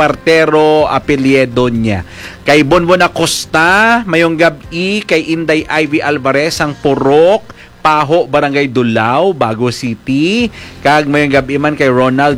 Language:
Hiligaynon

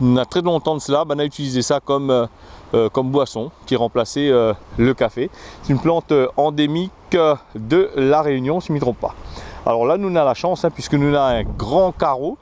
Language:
Réunion Creole French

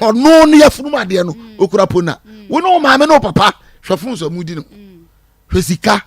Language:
Akan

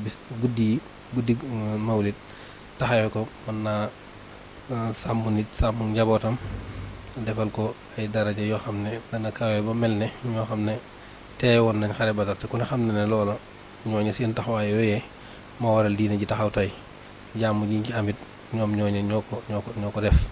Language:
Wolof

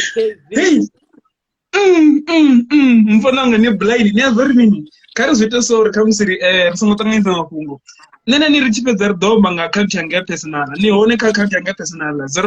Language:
Venda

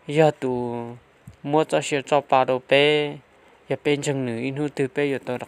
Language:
Hmong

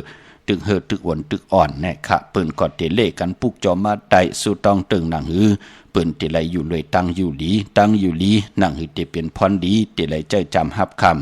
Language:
Shan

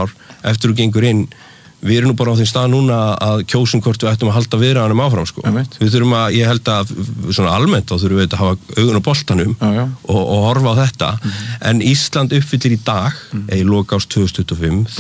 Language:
Icelandic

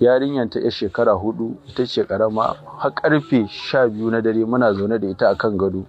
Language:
Hausa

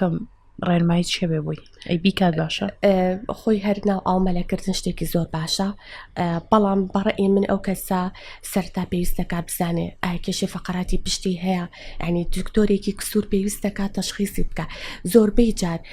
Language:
Central Kurdish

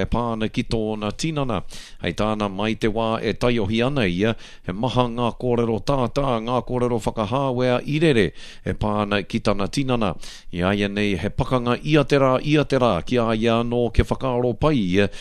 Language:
Māori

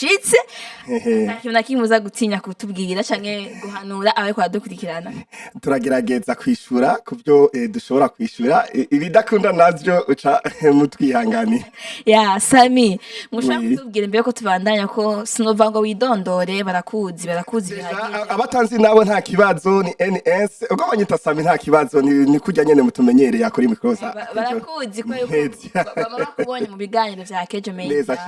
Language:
Rundi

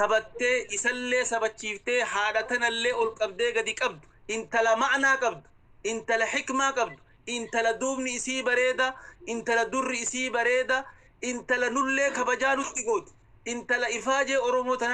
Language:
Oromo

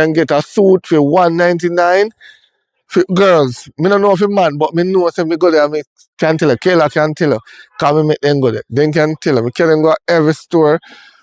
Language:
Jamaican Creole English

